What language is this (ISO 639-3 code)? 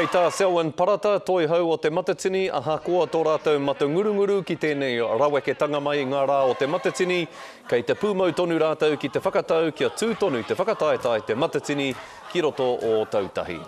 mri